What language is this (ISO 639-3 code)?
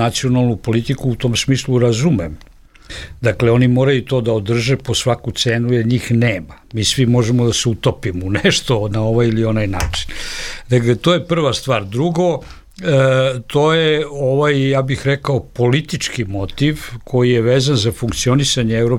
srp